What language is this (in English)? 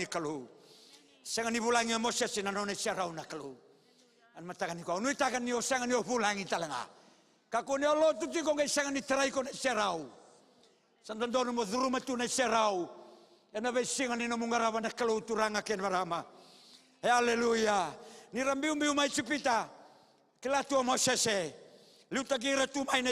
Fijian